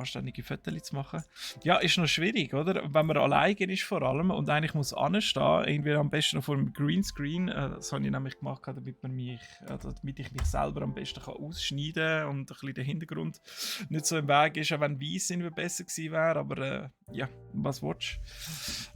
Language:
Swiss German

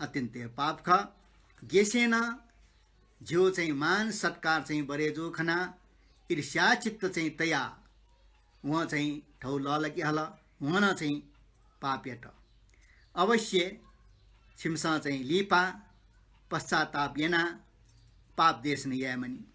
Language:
Newari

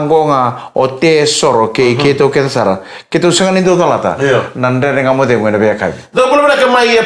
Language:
Fijian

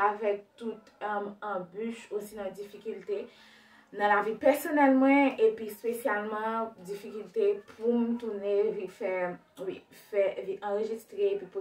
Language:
Haitian Creole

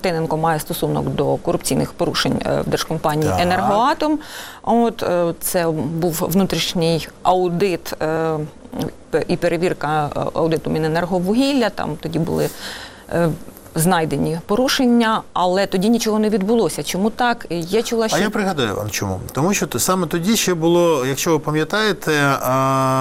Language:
Ukrainian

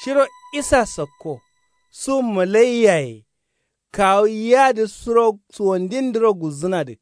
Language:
Kanuri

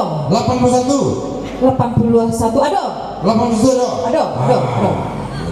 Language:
Minangkabau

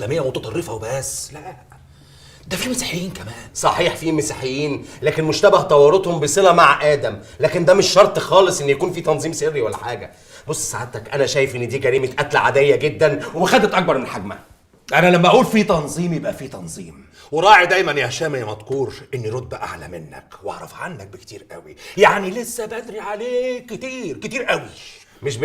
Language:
Egyptian Arabic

